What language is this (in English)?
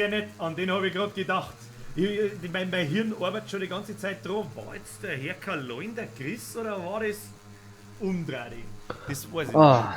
Bavarian